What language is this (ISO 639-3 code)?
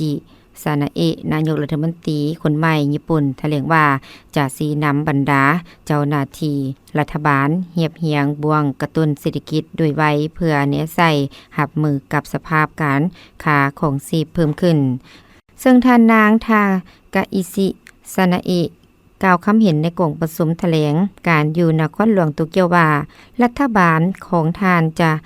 lao